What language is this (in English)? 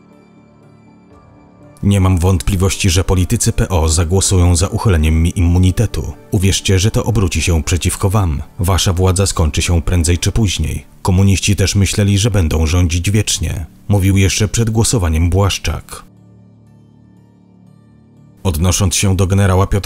Polish